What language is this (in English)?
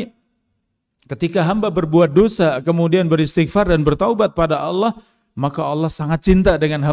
Indonesian